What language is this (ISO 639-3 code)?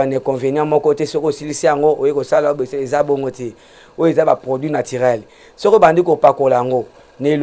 lin